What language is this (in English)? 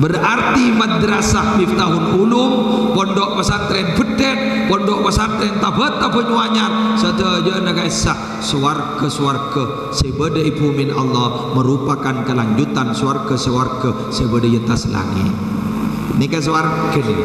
Madurese